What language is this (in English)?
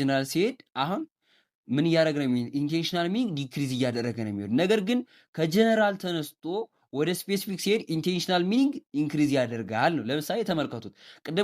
Amharic